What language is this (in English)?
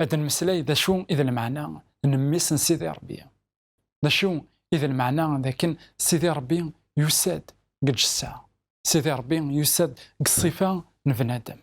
Kabyle